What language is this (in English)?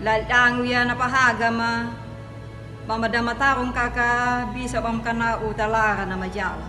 Anakalangu